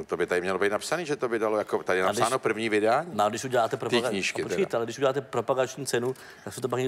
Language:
Czech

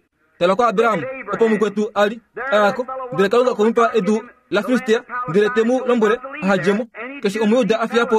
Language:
Kuanyama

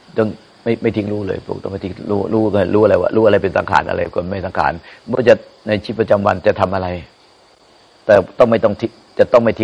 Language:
Thai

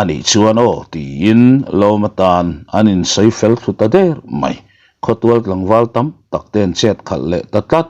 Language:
Mizo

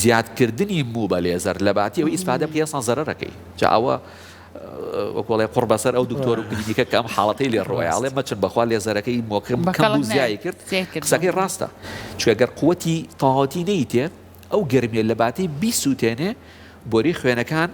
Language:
Central Kurdish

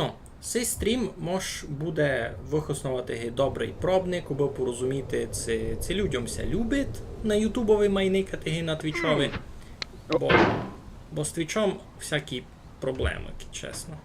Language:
Rusyn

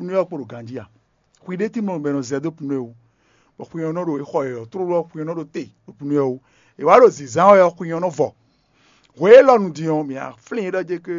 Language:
Fon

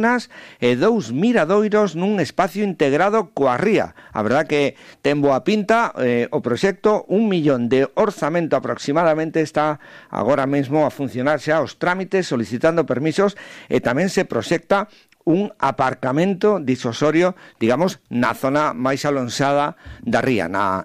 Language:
Galician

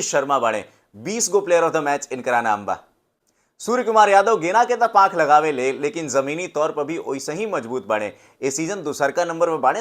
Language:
Bhojpuri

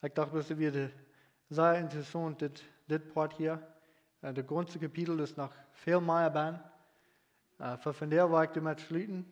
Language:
Plautdietsch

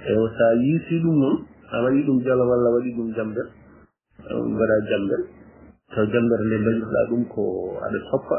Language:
Fula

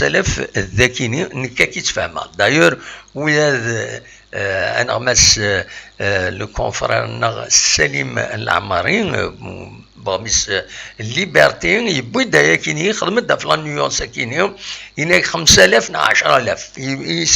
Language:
Kabyle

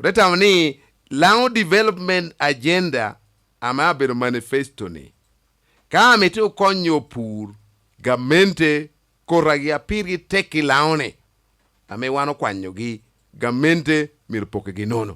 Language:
Lango (Uganda)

